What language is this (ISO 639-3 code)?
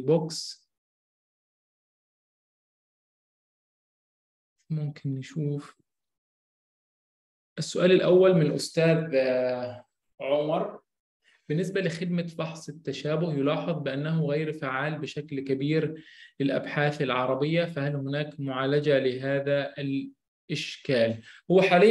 arz